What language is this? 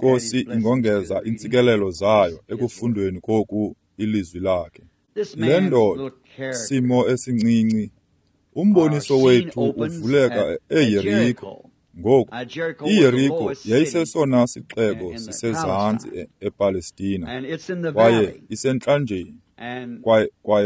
Xhosa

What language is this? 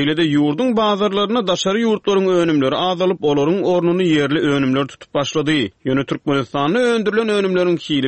Turkmen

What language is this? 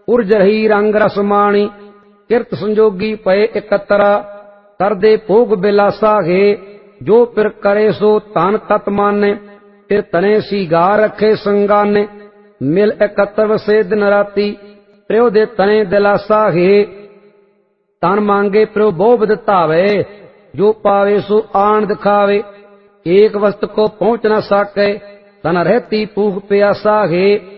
Punjabi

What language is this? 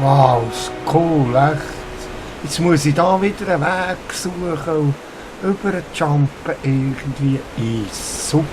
Swiss German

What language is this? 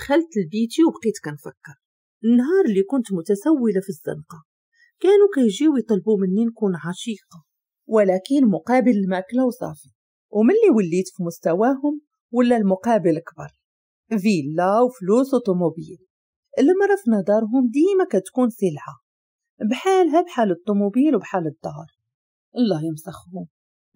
Moroccan Arabic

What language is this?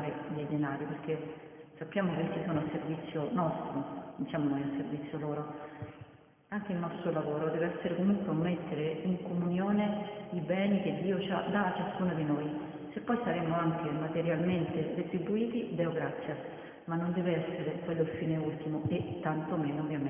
Italian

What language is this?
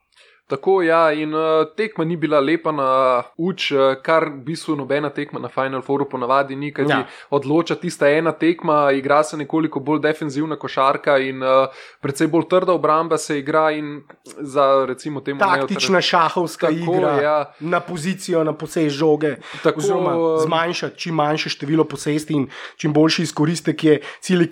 Slovenian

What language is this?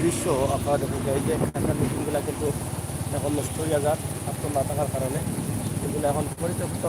Sylheti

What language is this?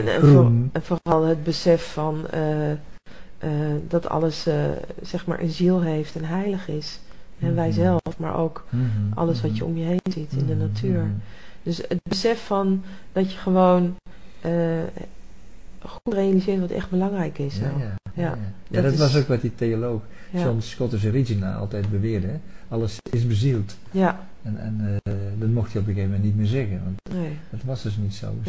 Dutch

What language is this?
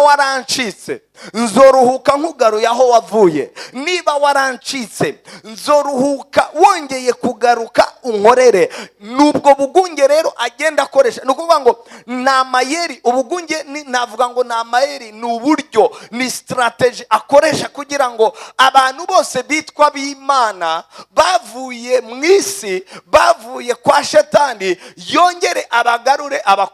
Rundi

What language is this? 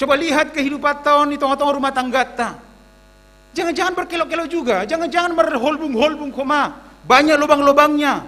Batak Simalungun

